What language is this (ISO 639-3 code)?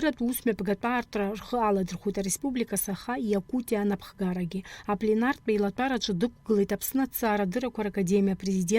abk